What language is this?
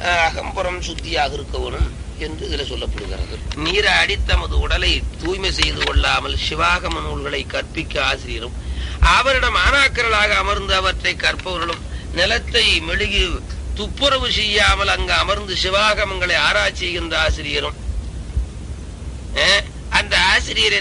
Tamil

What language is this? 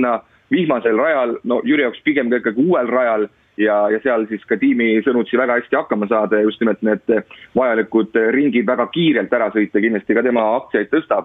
Estonian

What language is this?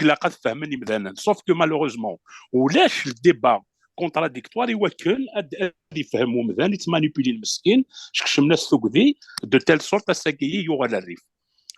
Kabyle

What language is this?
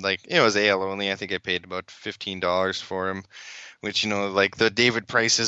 English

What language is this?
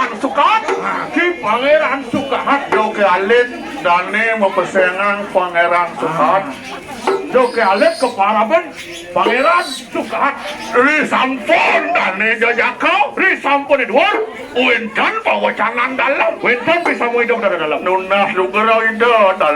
Balinese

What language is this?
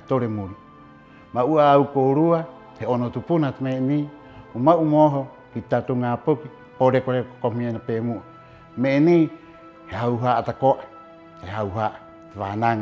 Rapanui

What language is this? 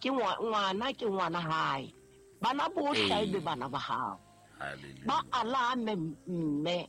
Southern Sotho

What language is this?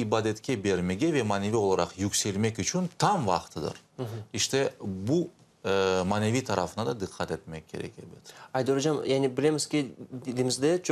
Crimean Tatar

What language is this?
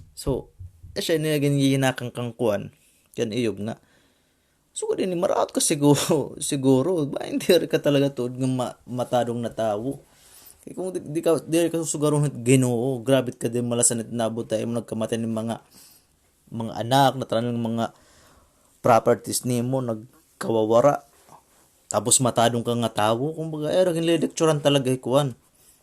Waray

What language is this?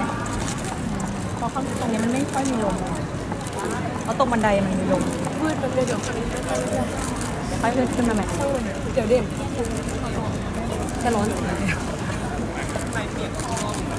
Thai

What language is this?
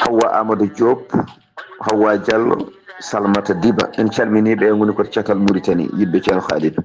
Fula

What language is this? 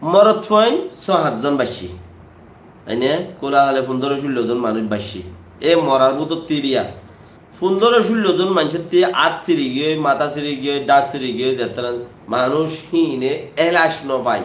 Rohingya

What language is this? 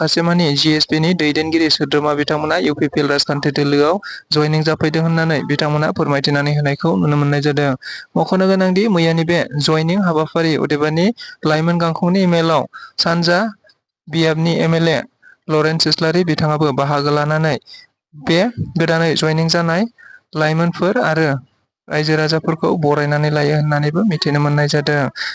Bodo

